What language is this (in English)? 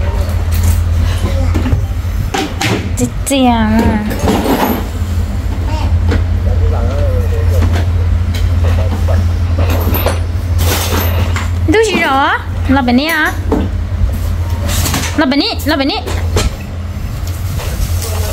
Vietnamese